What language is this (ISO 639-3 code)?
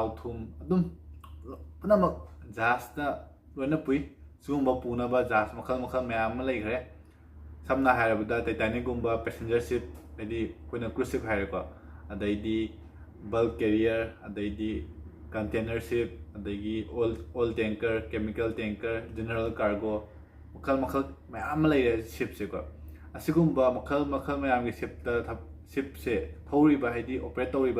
mni